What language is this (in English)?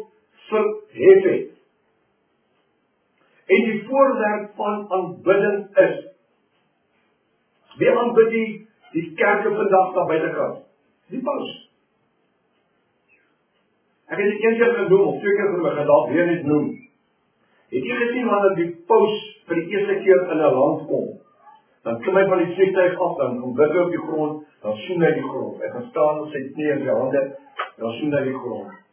Afrikaans